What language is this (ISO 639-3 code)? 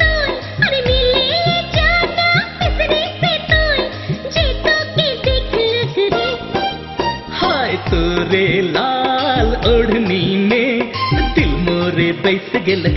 sck